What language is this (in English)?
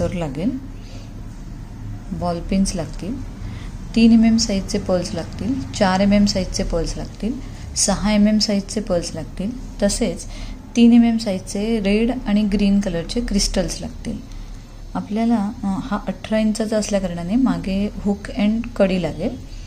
Marathi